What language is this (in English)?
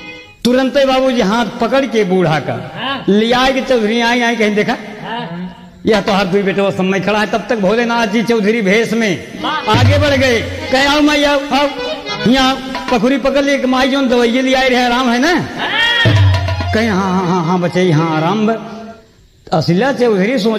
Bhojpuri